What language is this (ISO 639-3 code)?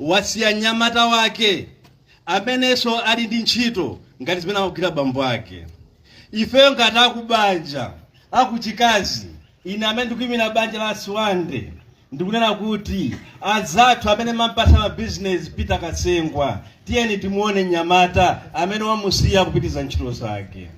nya